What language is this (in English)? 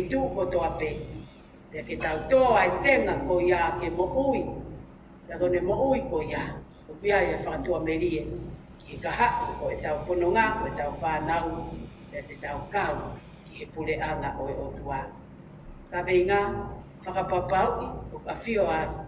Tongan